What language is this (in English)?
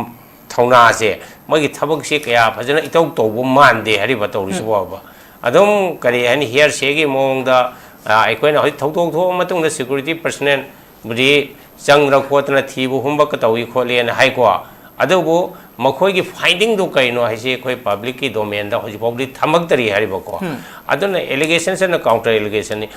Manipuri